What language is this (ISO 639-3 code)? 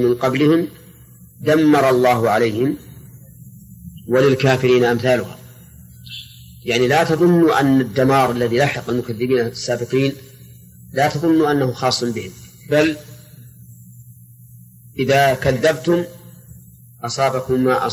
ara